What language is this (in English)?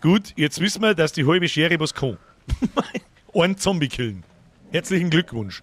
Bavarian